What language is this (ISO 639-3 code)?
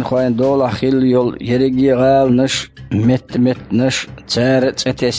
che